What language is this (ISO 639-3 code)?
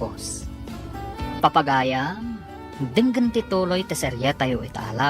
ilo